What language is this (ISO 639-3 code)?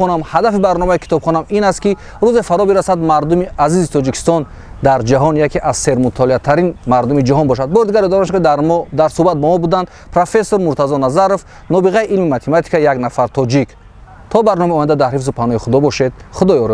tgk